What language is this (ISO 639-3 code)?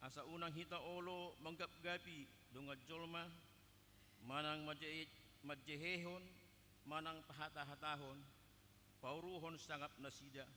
bbc